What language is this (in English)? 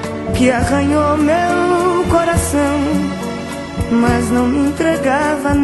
Portuguese